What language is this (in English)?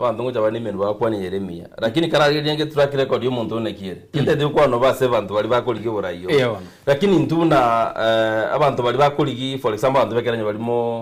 Gusii